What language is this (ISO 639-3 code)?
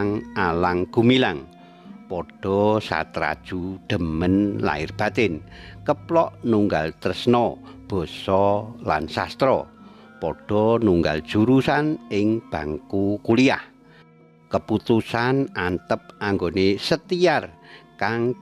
jav